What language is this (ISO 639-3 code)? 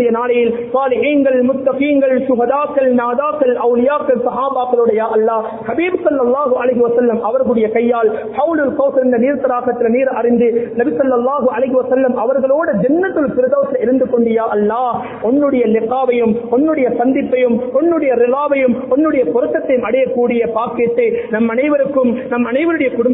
tam